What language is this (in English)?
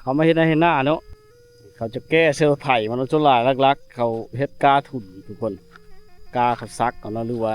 Lao